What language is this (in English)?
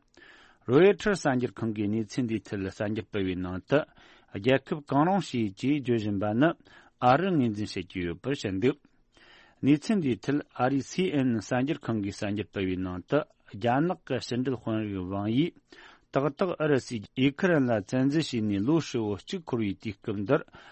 Tibetan